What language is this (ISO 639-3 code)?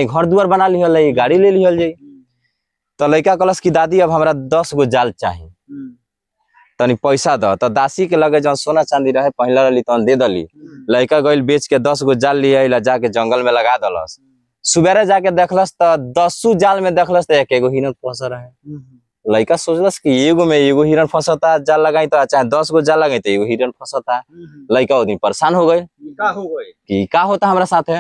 bho